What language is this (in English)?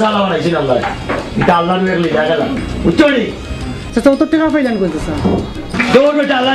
Sylheti